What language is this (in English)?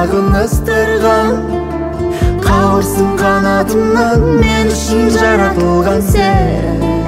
Kazakh